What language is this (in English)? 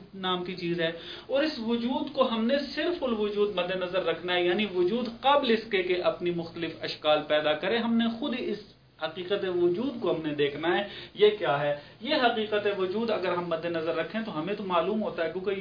Urdu